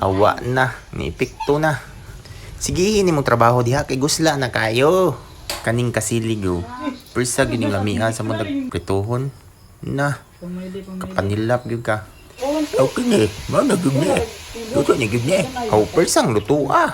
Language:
Cebuano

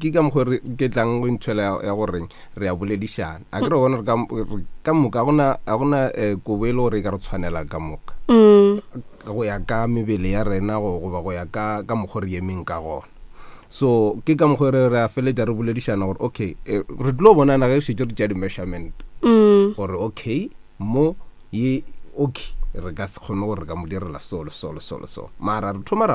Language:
Northern Sotho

